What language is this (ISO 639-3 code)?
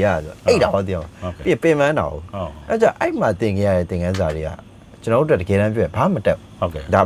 mya